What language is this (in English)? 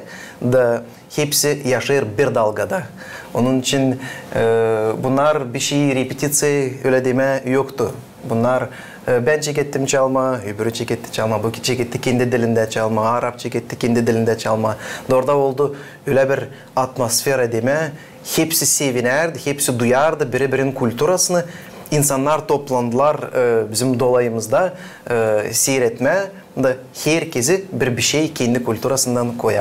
Gagauz